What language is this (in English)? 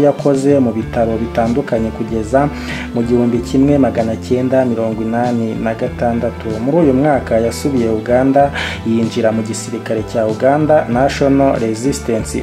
Kinyarwanda